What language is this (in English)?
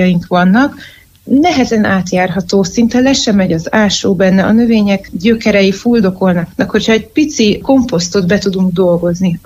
Hungarian